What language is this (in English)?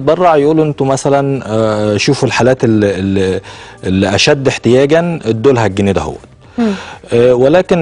Egyptian Arabic